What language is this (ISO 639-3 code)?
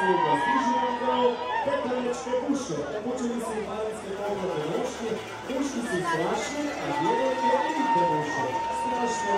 hrv